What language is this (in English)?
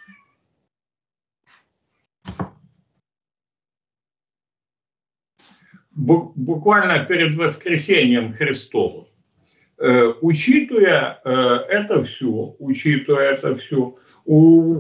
Russian